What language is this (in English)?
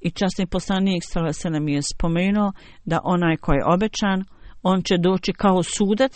Bosnian